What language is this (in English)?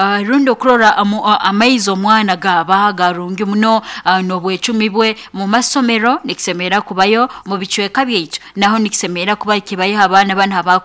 Nyoro